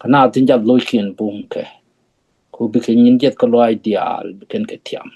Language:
Nuer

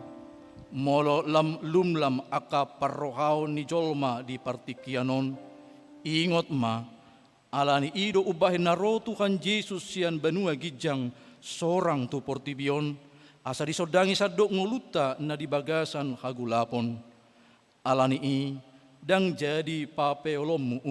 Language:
Batak Toba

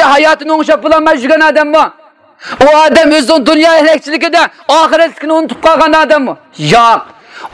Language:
Uyghur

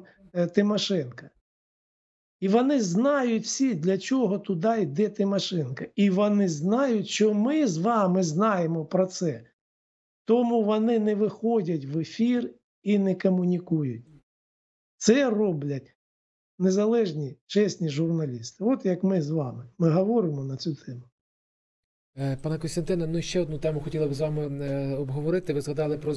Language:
Ukrainian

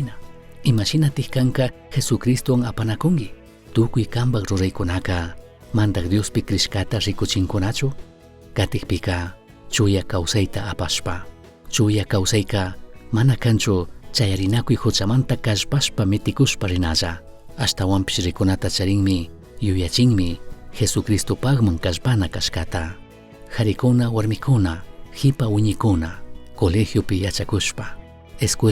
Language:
Chimborazo Highland Quichua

